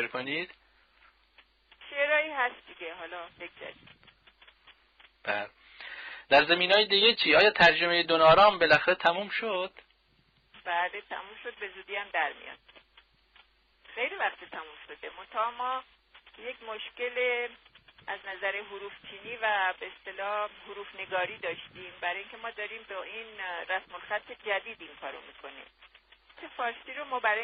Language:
Persian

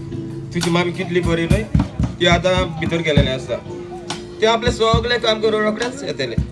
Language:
Konkani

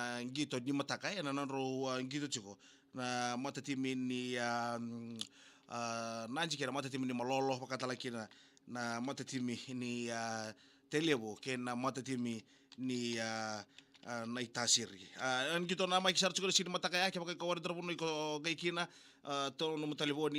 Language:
Fijian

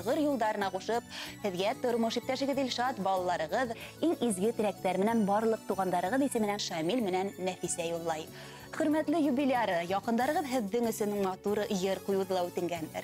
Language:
Bashkir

